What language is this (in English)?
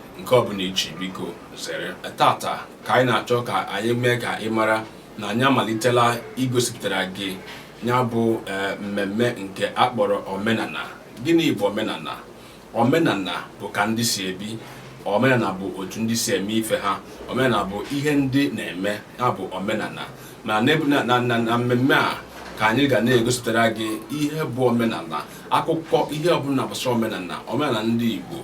Igbo